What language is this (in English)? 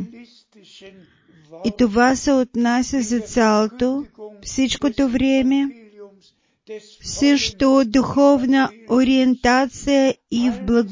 Bulgarian